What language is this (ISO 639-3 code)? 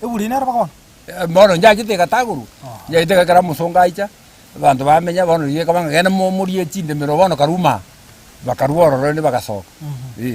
guz